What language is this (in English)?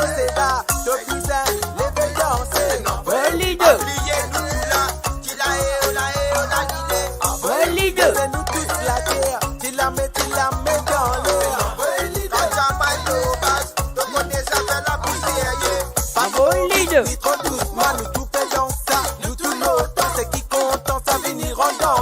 Morisyen